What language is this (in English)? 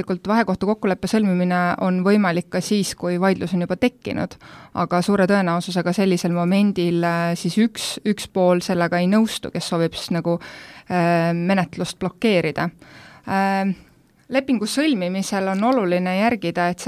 Estonian